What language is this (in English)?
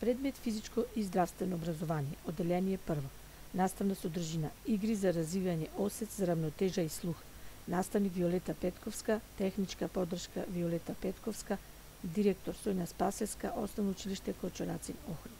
Macedonian